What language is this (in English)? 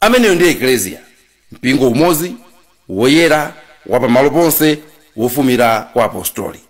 Nyanja